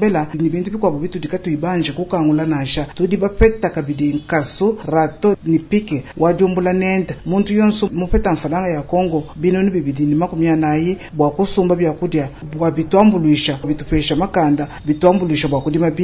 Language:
Luba-Lulua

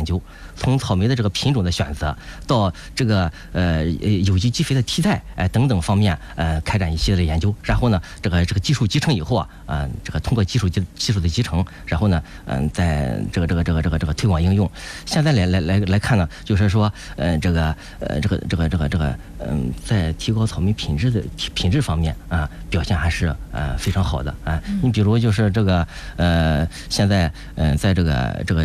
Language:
Chinese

